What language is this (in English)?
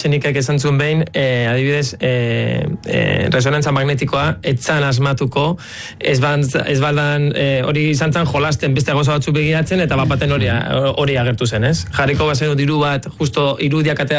Basque